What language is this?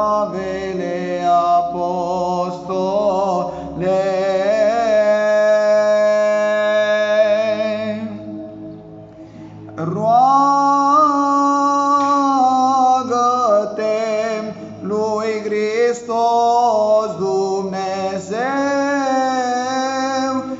Romanian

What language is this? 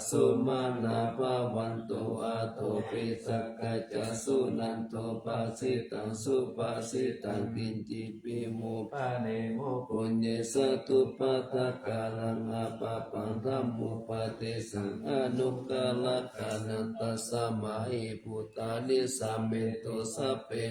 Pali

